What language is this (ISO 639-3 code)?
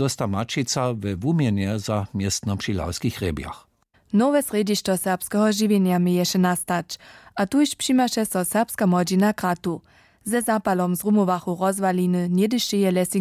hsb